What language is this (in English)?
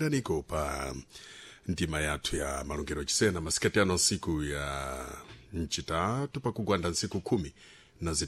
Sena